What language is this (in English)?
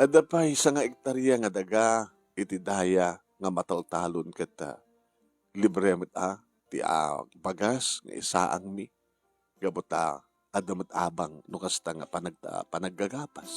Iloko